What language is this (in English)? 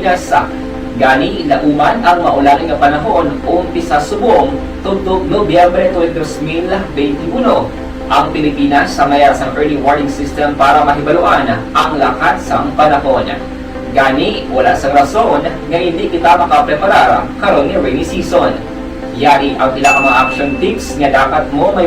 Hiligaynon